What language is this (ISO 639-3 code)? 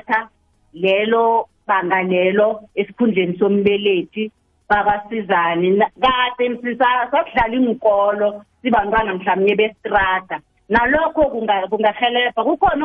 nbl